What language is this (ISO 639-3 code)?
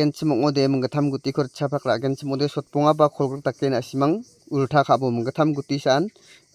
grt